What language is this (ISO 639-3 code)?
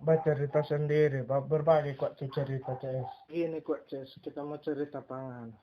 xmm